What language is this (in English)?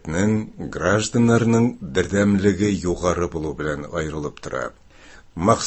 Tatar